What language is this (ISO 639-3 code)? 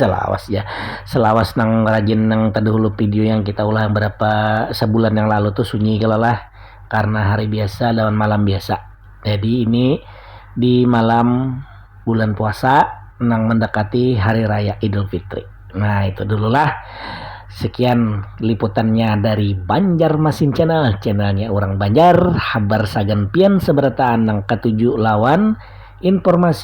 bjn